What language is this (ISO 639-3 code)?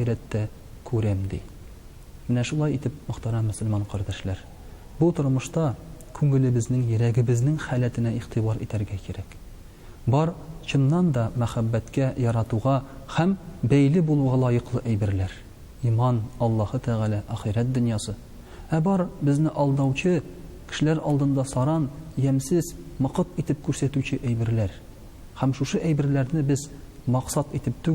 tat